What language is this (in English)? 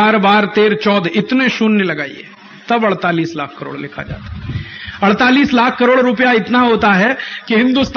Hindi